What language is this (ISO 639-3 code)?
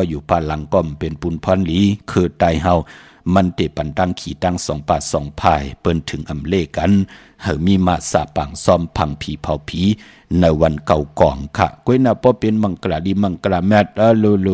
shn